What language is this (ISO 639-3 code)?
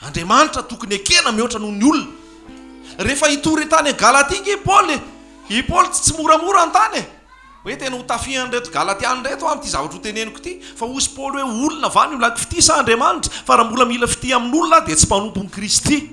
mlg